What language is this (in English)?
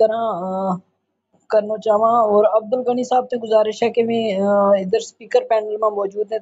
Gujari